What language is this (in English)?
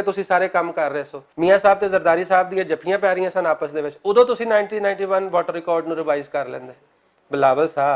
Western Panjabi